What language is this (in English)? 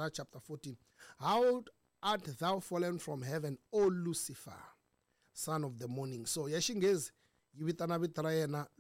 Tsonga